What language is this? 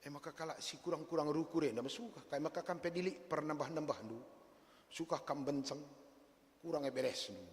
Batak Karo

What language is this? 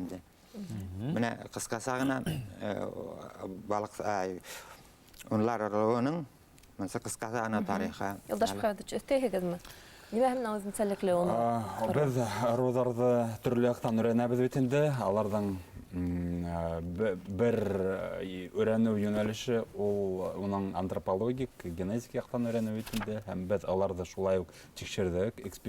Bashkir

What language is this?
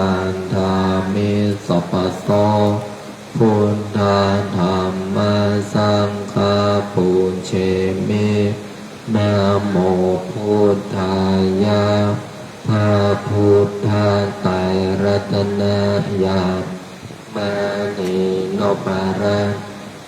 Pali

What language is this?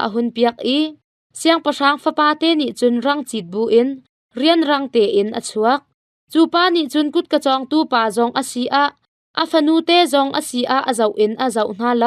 Hakha Chin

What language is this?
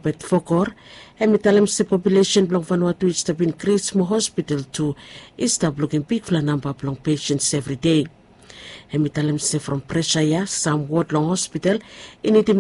Bislama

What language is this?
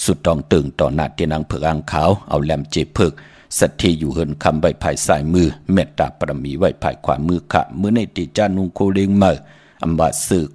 Shan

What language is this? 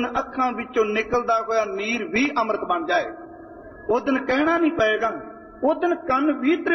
Punjabi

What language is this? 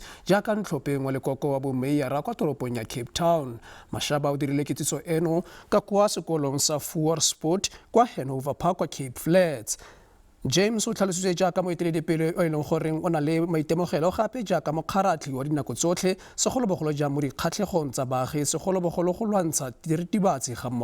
Tswana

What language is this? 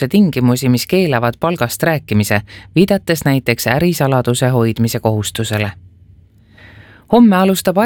Estonian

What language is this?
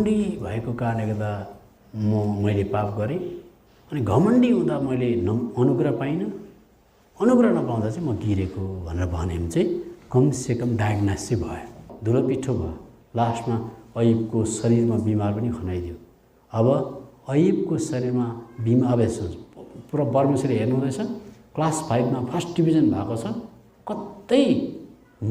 Nepali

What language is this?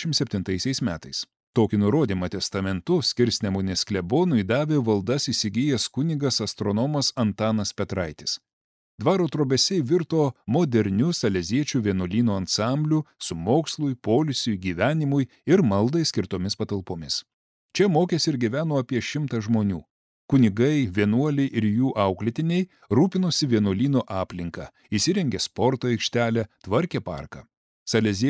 Lithuanian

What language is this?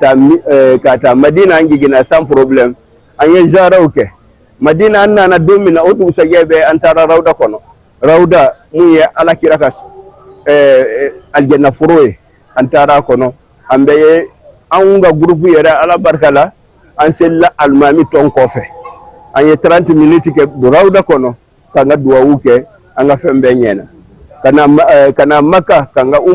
Bambara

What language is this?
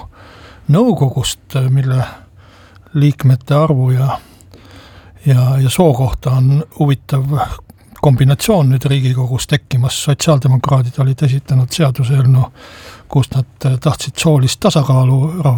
Estonian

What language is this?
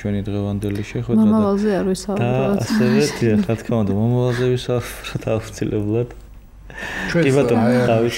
Georgian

